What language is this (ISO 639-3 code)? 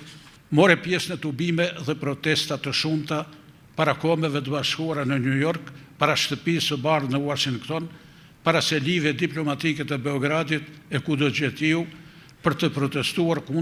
sqi